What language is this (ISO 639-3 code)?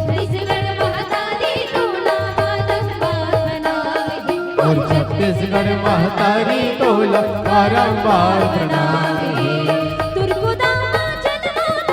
hne